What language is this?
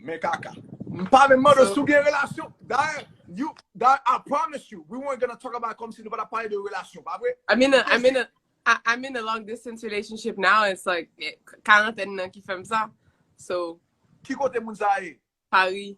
Haitian Creole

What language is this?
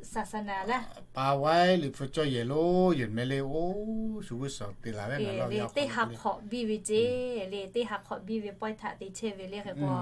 Lahu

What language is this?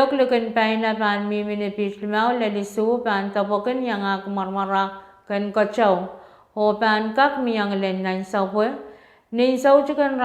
Pohnpeian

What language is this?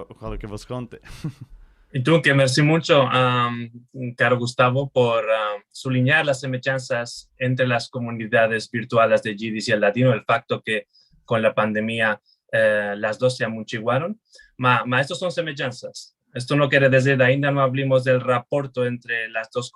Ladino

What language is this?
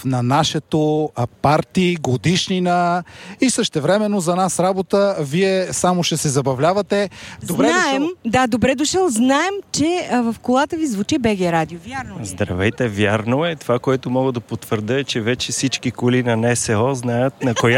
Bulgarian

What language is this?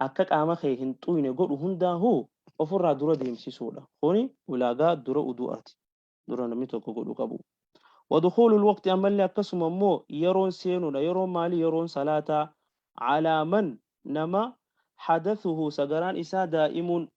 Oromo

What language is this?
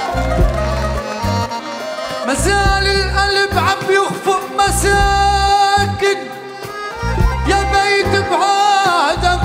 North Levantine Arabic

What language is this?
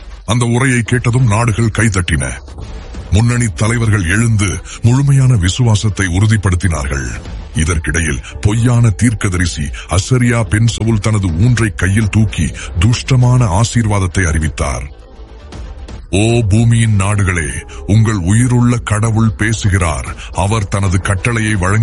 Tamil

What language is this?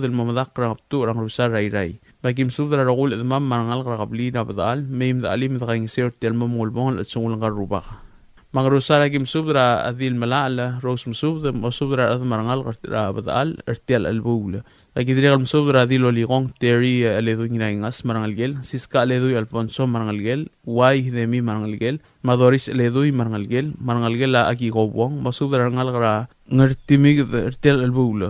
Palauan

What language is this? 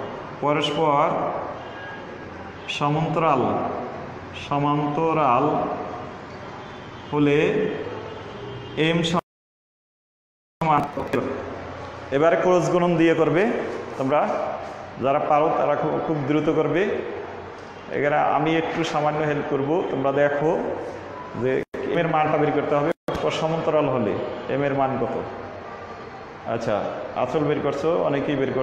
Bangla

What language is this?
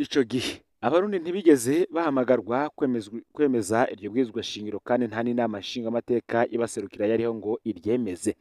Rundi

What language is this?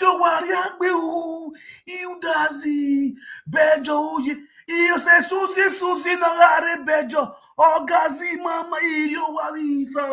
Nigerian Pidgin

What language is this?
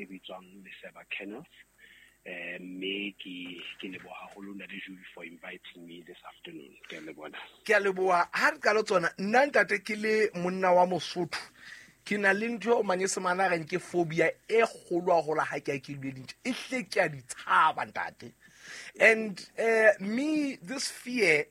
Southern Sotho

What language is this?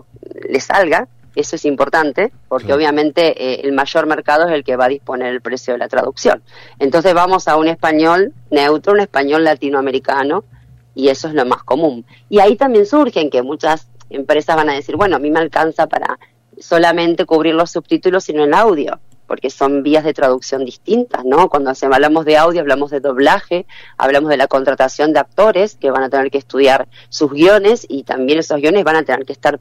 Spanish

